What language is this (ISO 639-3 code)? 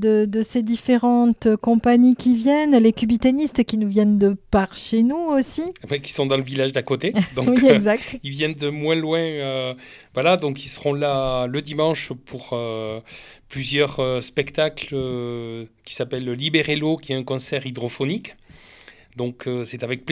fra